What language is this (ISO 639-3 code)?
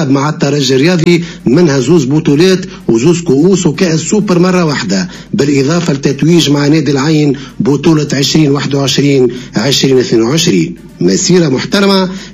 aeb